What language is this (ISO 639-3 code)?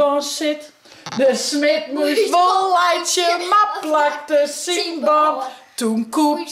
fry